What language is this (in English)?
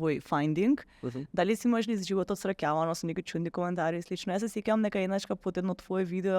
Macedonian